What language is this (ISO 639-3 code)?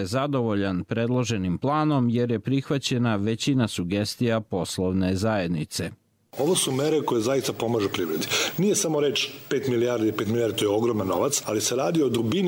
bos